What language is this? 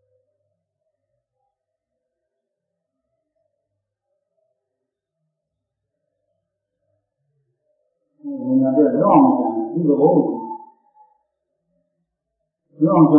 Burmese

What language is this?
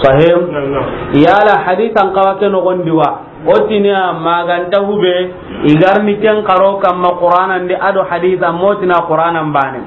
Soninke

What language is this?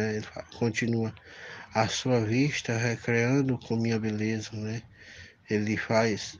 Portuguese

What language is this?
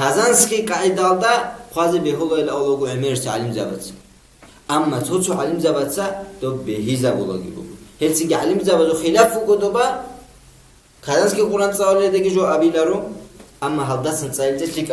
Avaric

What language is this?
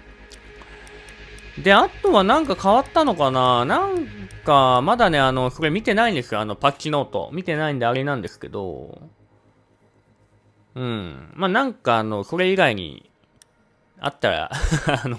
Japanese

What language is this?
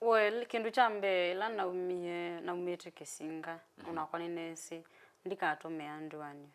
Kamba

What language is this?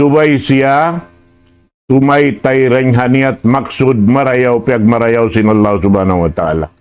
Tausug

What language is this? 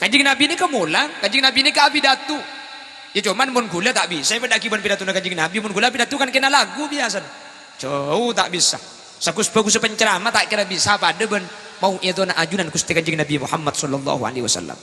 Madurese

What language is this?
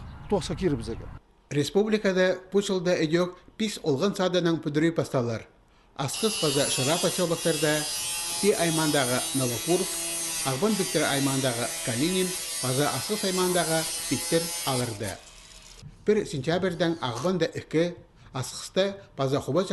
Khakas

